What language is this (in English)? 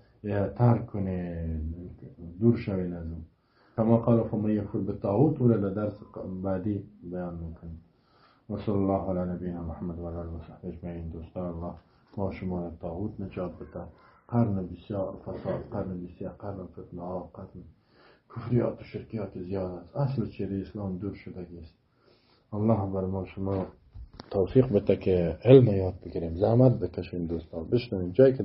Persian